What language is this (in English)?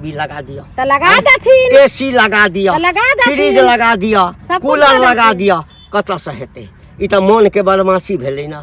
Maithili